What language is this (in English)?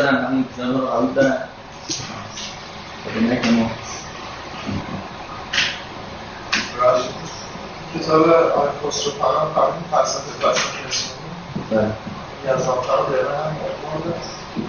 Persian